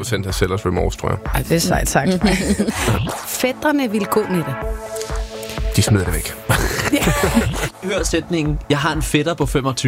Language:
Danish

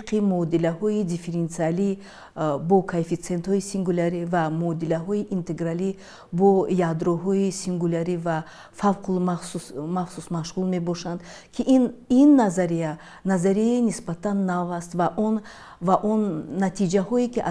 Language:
Tajik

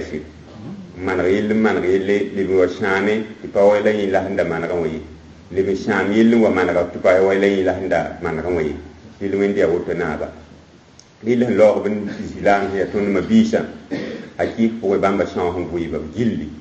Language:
Mossi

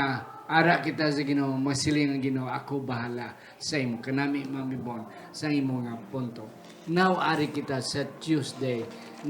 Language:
Hiligaynon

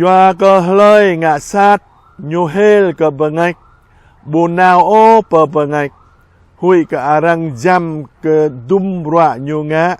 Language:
Jarai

